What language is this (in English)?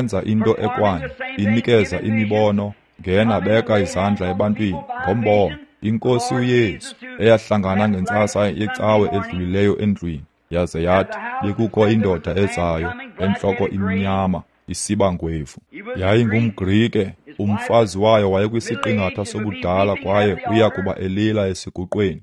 Xhosa